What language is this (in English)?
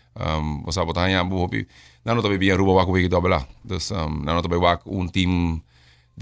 Papiamento